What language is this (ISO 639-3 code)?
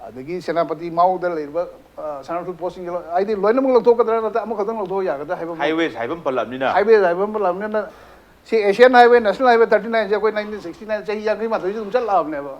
mni